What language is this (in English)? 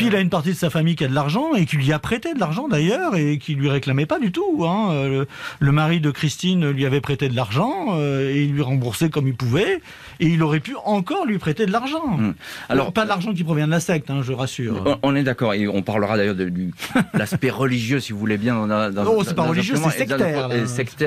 French